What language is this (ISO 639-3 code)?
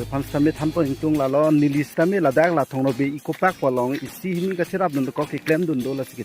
mjw